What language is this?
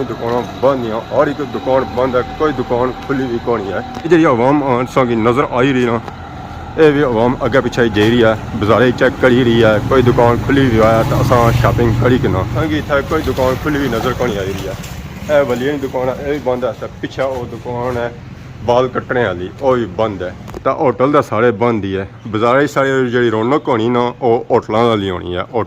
Pahari-Potwari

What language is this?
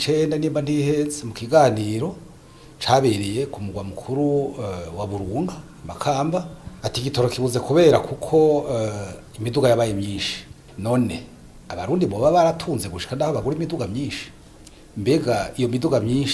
Rundi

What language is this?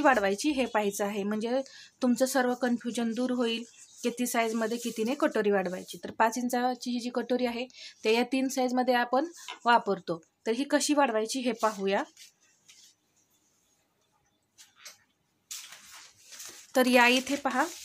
Marathi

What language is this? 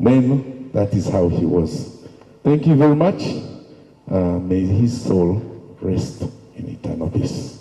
Nyankole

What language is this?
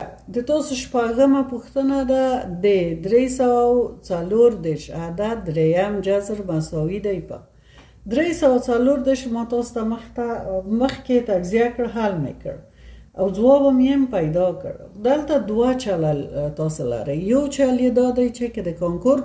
Pashto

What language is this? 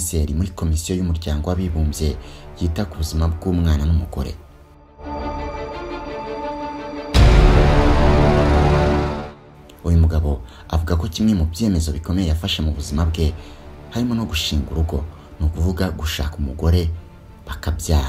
Kinyarwanda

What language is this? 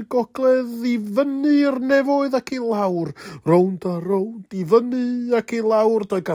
Welsh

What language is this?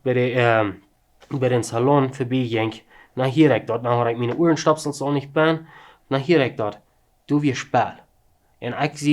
Plautdietsch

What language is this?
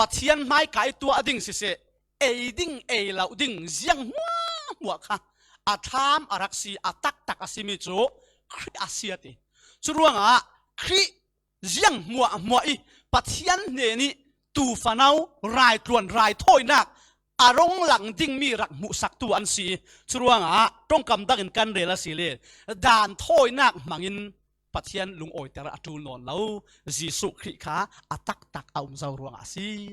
Falam Chin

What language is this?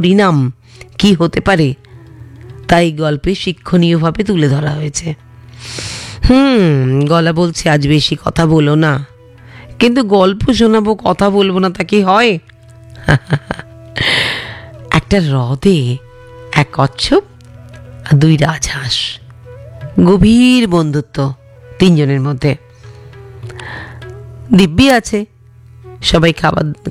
Bangla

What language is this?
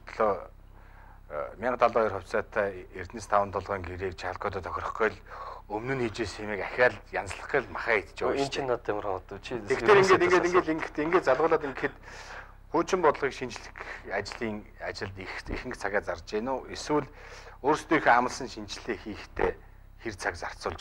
Mongolian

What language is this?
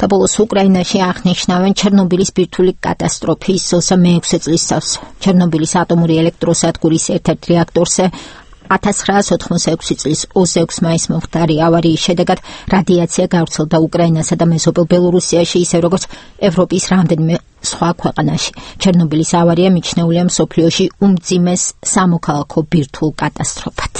Georgian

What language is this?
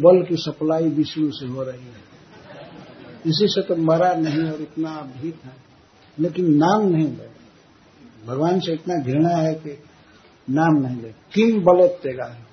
Hindi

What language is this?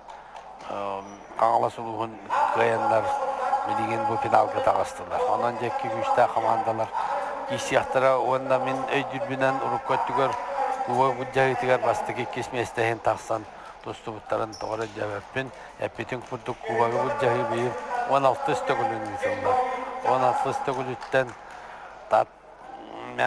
Yakut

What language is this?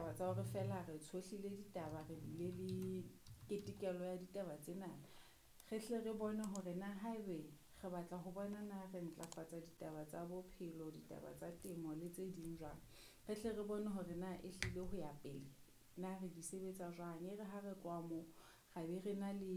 Southern Sotho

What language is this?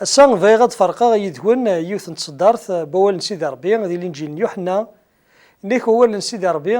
Kabyle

